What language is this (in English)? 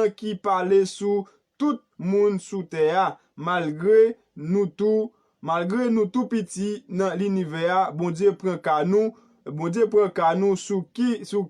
Haitian Creole